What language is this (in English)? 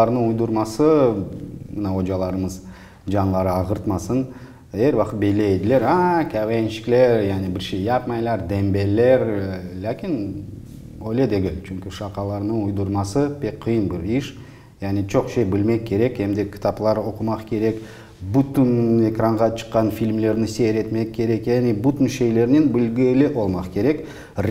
Crimean Tatar